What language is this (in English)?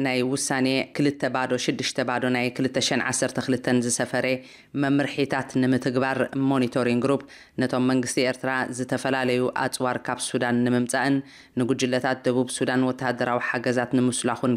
Tigrinya